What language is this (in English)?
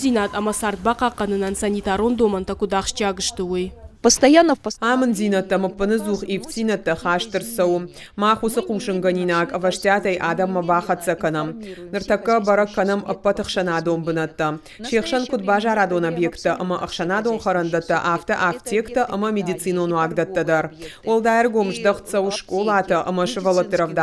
Ossetic